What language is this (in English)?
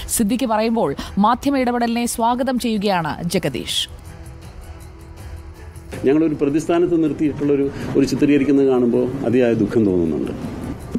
Malayalam